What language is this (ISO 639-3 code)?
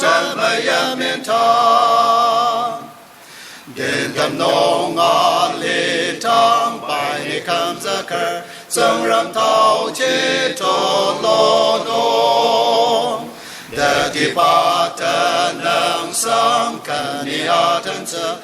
njo